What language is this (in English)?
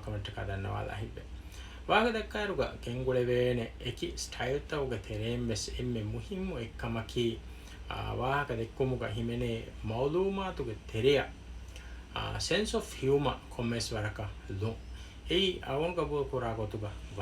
Divehi